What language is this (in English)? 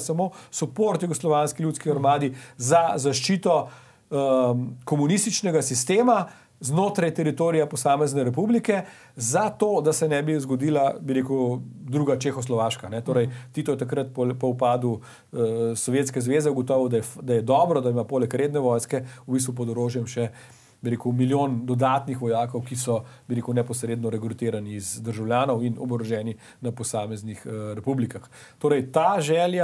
Slovenian